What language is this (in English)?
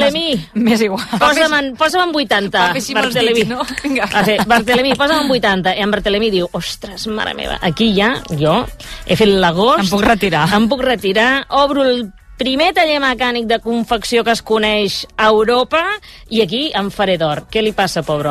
Catalan